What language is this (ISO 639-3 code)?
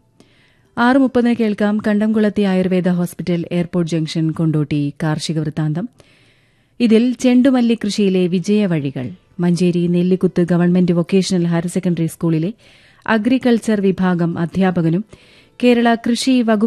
mal